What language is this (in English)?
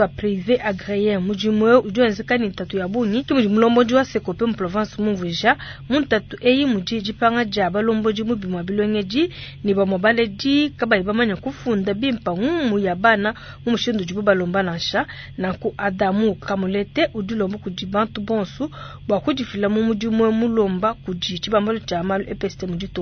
Luba-Lulua